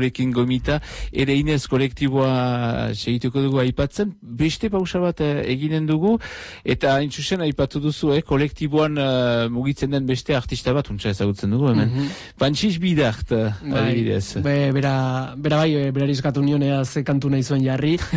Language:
Basque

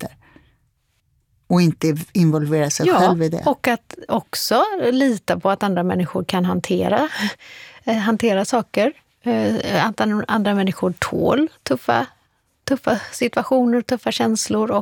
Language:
Swedish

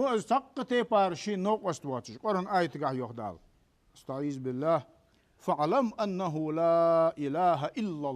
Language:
Ingush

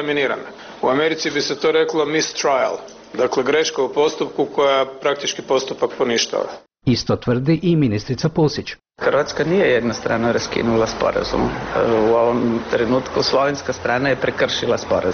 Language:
Croatian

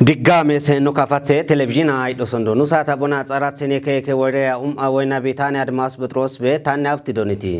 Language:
Kafa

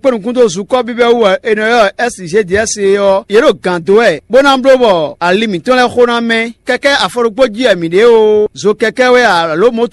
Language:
Fon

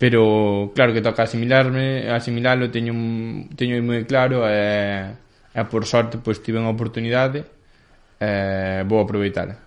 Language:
Galician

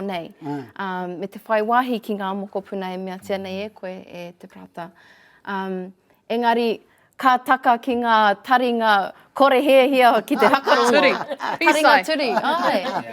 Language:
Māori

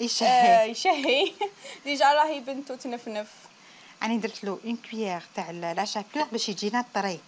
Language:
Algerian Arabic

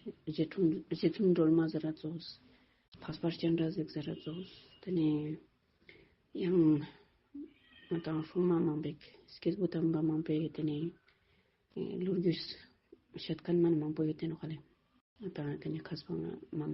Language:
Ladakhi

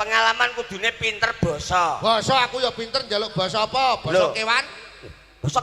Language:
Javanese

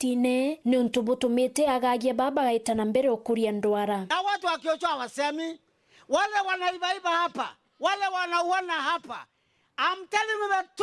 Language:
Meru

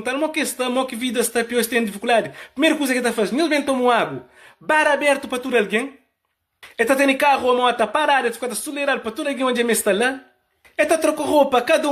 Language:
Kabuverdianu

